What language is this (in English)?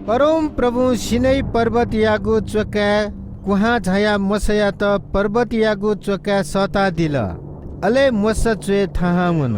Newari